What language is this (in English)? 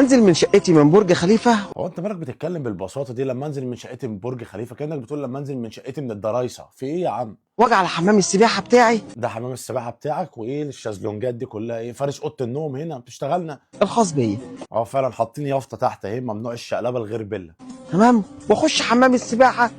Egyptian Arabic